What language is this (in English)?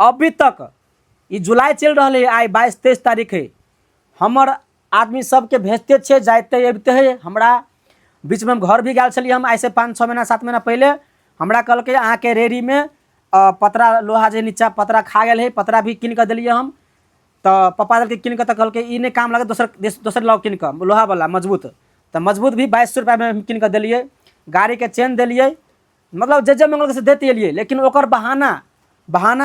Maithili